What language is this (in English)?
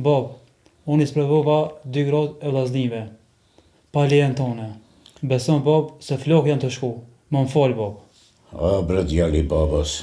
Albanian